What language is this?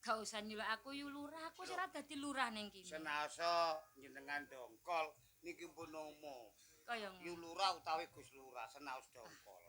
Javanese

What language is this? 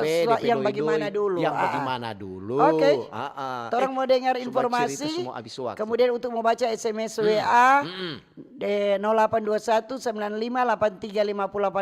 Manado Malay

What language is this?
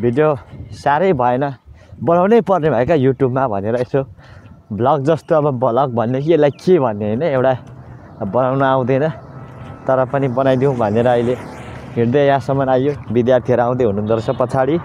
Nepali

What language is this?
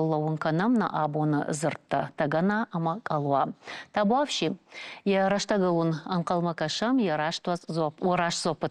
Ossetic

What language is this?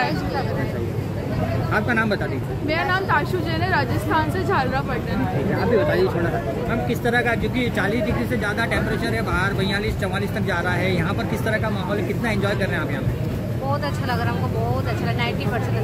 Hindi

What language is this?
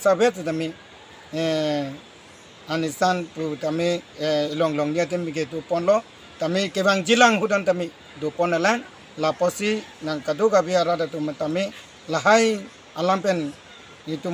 Karbi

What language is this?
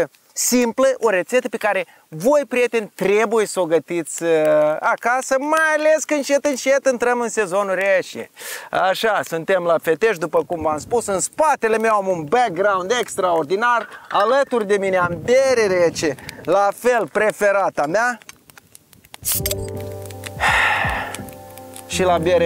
Romanian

